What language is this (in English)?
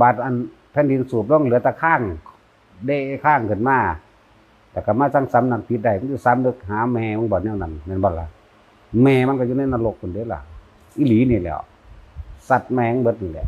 Northeastern Thai